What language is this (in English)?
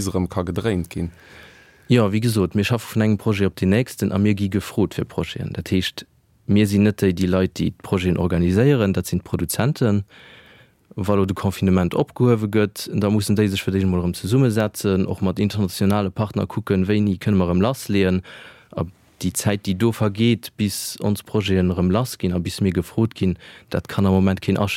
Luxembourgish